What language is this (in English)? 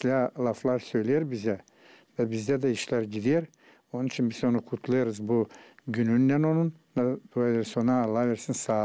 Gagauz